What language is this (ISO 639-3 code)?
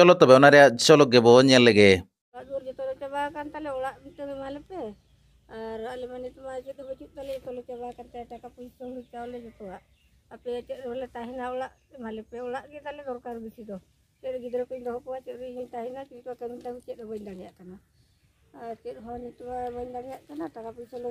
sat